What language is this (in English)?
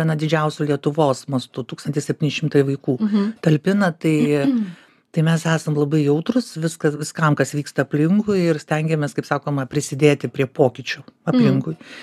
Lithuanian